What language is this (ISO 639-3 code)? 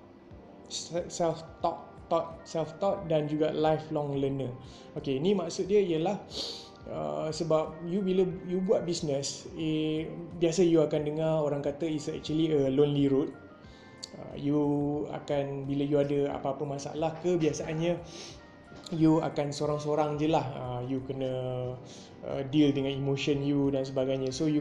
msa